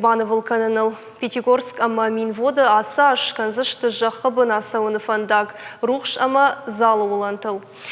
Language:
Ossetic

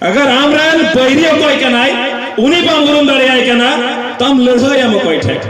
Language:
Santali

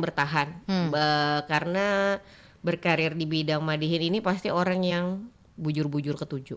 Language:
Banjar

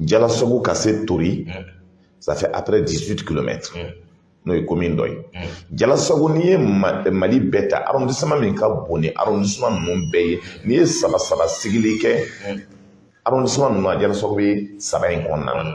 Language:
Bambara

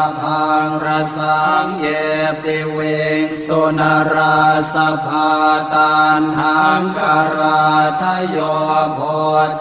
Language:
Pali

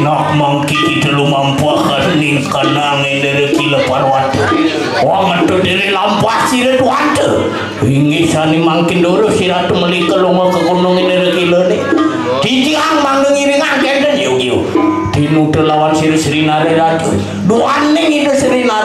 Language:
Balinese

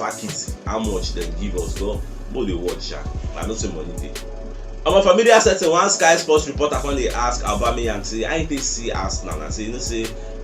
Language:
Nigerian Pidgin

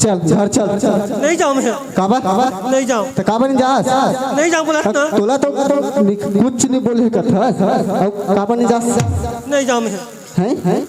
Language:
Chhattisgarhi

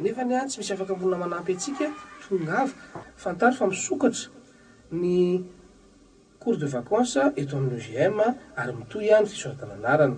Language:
Malagasy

